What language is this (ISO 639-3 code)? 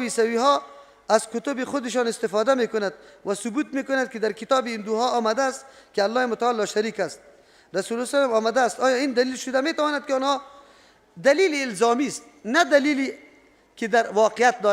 fas